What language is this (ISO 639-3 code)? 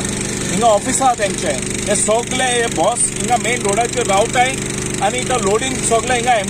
kok